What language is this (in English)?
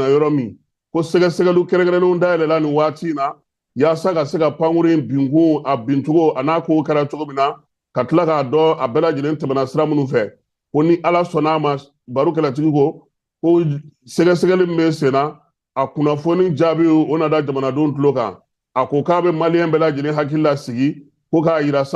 Bambara